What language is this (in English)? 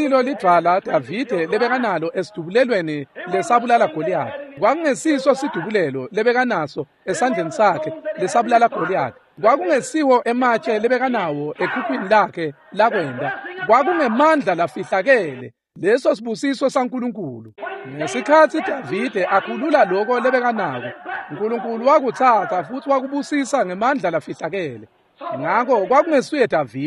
Swati